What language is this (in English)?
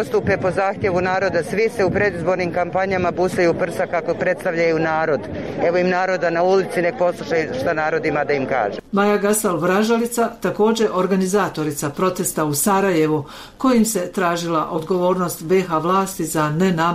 Bosnian